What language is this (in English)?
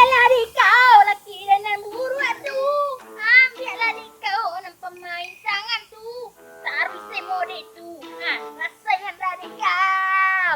Minangkabau